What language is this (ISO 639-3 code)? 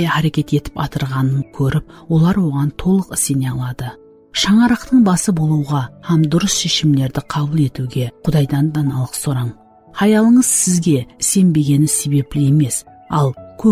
kaa